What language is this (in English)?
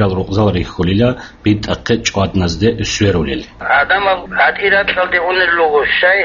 Avaric